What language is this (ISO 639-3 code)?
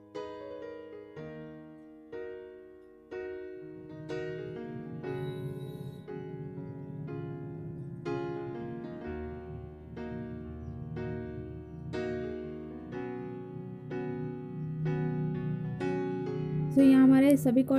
hin